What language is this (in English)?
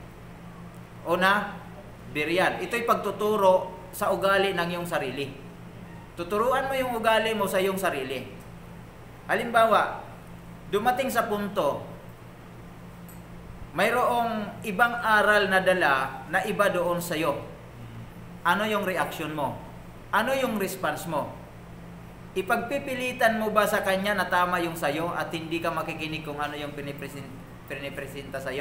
Filipino